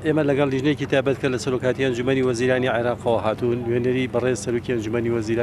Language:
Central Kurdish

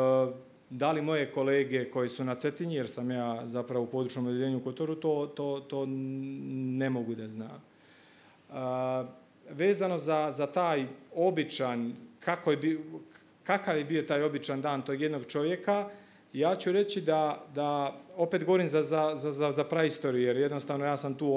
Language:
Serbian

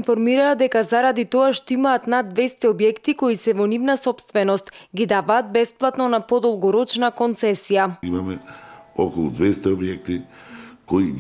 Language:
Macedonian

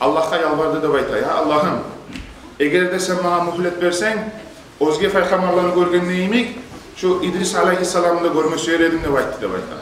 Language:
Kumyk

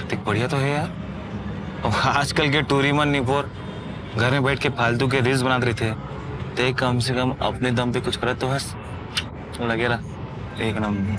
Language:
Chhattisgarhi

